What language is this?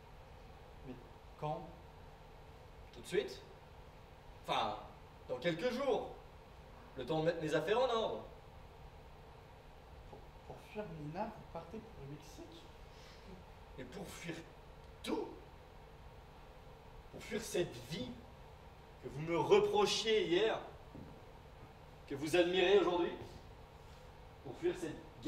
French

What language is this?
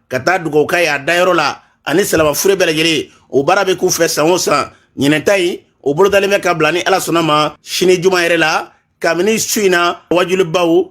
Bambara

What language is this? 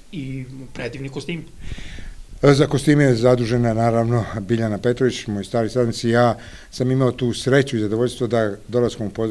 Serbian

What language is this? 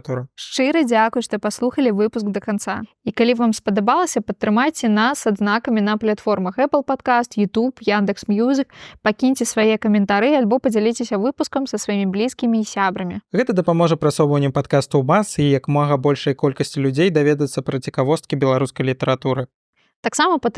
Belarusian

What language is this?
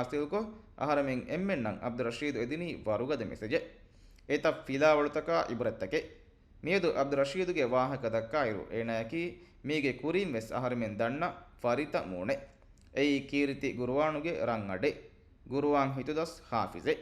Divehi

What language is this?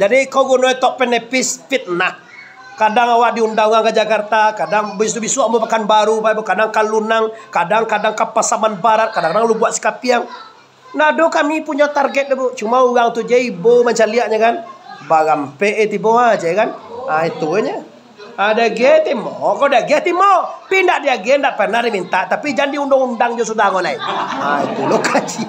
Minangkabau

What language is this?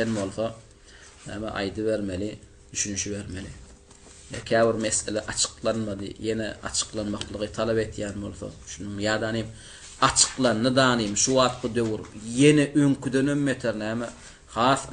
Turkmen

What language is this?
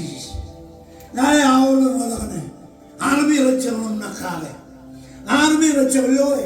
Marshallese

